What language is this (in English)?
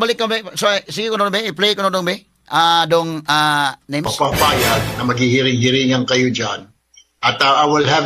Cebuano